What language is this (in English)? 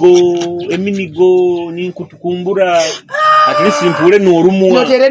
Nyoro